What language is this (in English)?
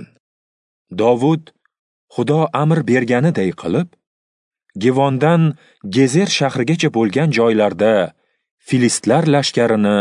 Uzbek